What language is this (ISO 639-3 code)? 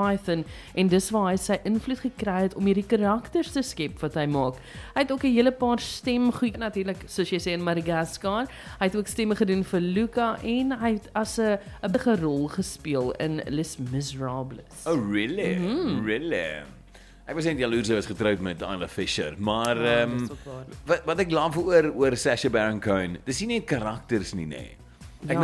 afr